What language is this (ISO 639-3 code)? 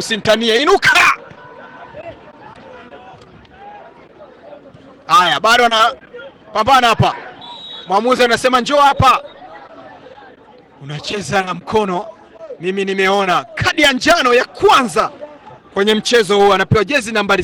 swa